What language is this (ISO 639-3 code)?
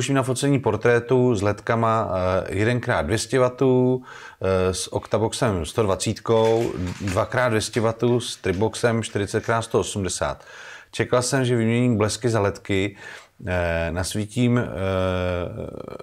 ces